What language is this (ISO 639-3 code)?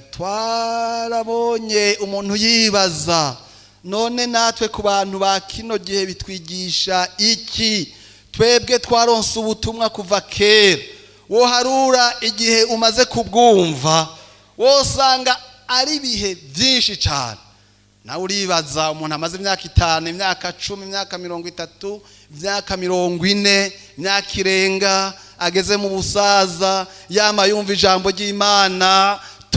run